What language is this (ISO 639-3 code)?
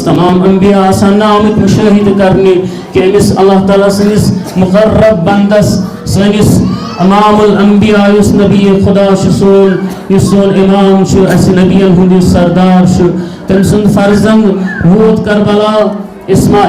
kas